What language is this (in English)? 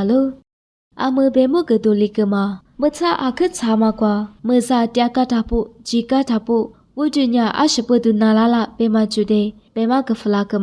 Lisu